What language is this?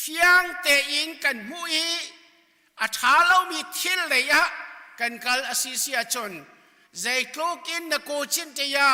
Hakha Chin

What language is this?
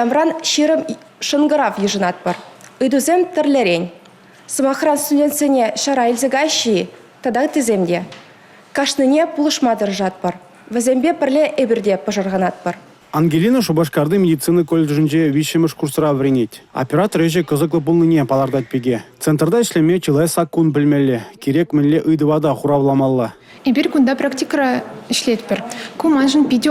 Chuvash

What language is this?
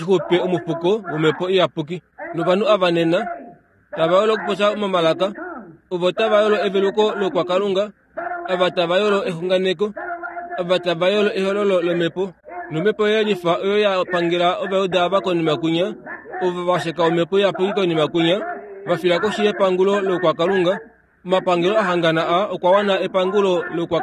Kuanyama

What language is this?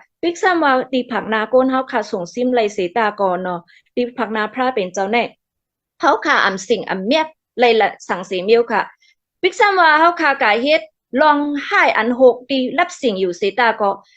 Shan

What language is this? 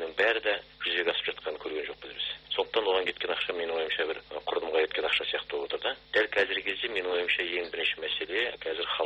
Kazakh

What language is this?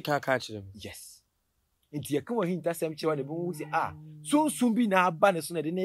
Akan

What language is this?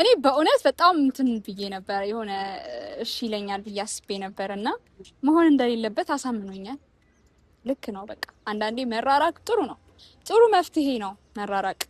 Amharic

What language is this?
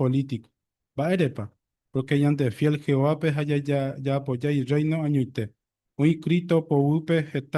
Guarani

